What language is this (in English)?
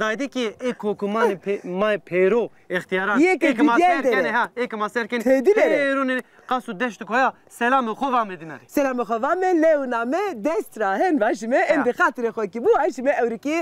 Zaza